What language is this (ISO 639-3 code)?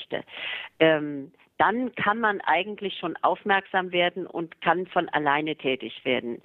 deu